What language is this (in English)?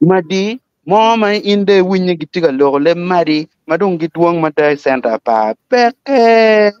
Acoli